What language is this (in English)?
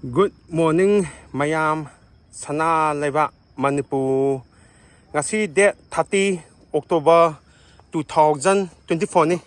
Manipuri